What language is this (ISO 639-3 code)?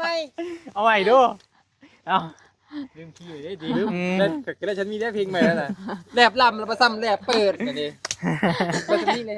tts